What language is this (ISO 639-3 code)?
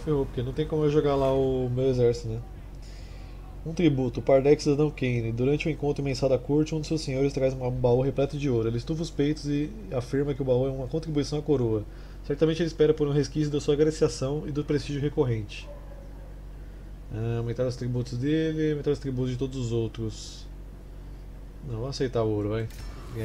por